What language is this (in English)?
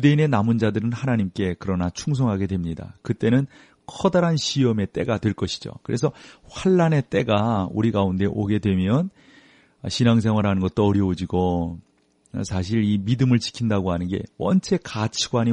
Korean